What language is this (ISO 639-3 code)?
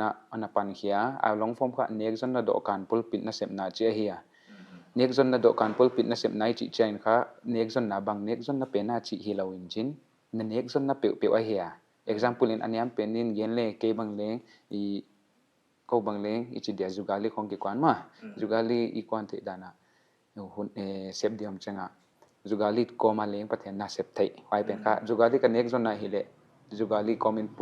pck